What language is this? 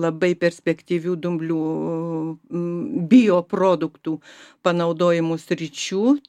Lithuanian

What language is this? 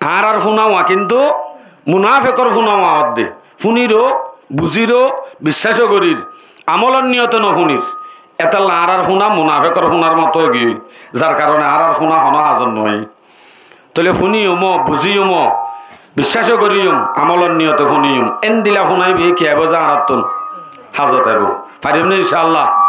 Rohingya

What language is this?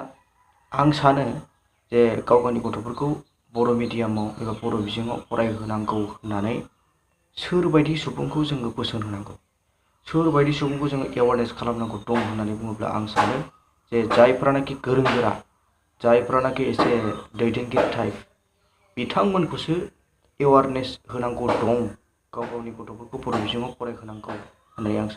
Bodo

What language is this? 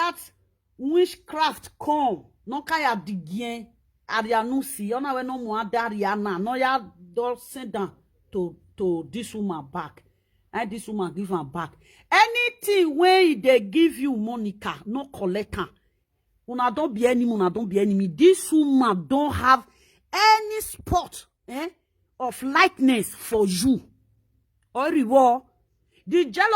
Nigerian Pidgin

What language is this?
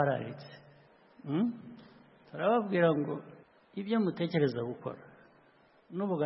Kinyarwanda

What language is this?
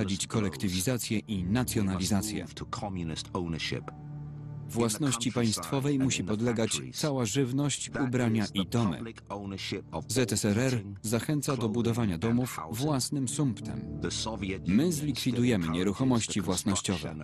Polish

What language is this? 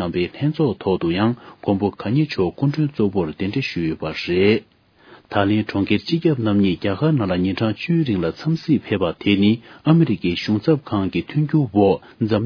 Tibetan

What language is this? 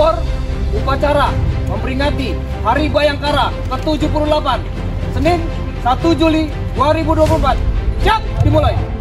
Indonesian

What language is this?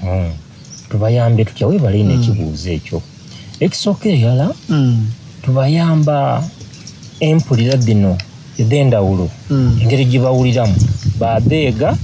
Soga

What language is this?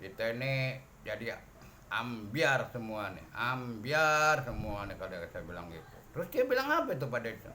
Betawi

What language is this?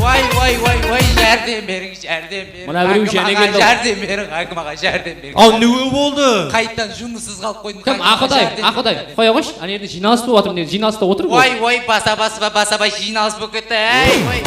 Kara-Kalpak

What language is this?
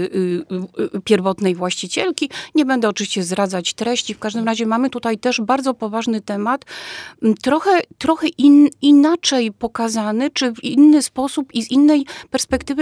Polish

